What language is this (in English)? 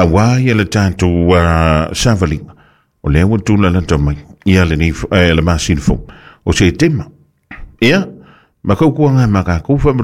Samoan